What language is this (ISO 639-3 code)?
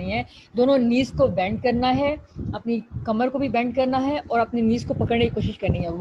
urd